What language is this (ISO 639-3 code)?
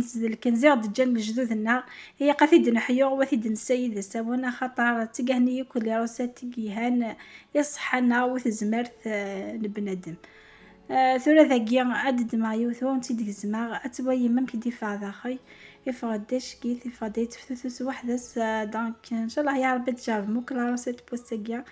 kab